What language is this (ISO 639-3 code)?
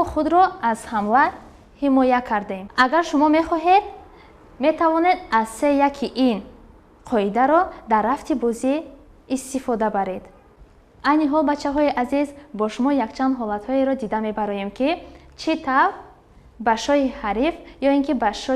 tgk